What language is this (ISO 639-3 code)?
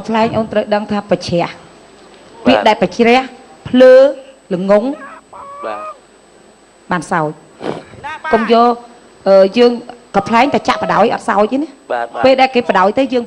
khm